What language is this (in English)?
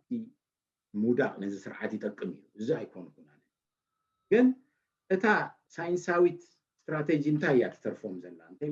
Tigrinya